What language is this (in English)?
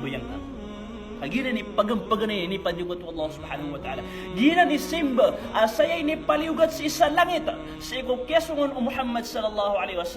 Maranao